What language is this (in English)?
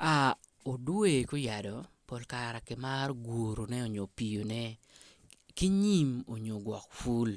Acoli